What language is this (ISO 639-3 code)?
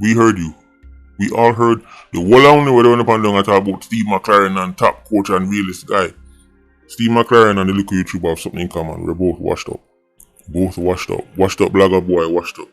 jam